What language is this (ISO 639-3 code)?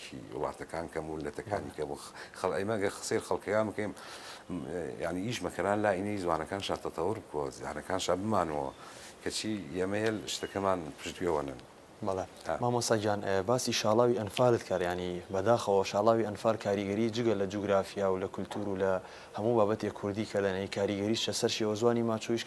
ckb